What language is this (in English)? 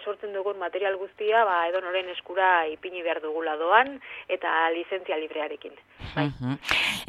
Basque